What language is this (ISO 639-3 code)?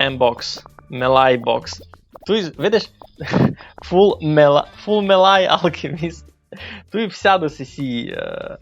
rue